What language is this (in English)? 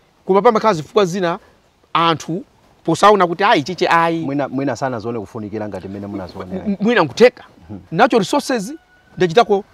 Nyanja